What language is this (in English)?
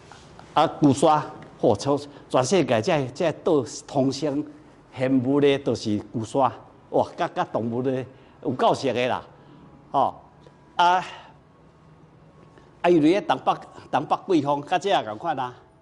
Min Nan Chinese